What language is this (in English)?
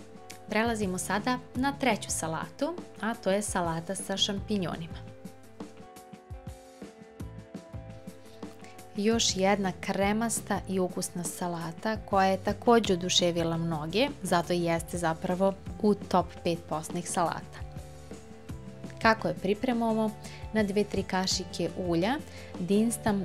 Serbian